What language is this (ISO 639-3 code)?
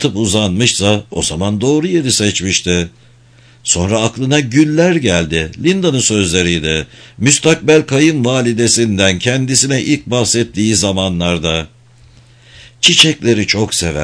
tur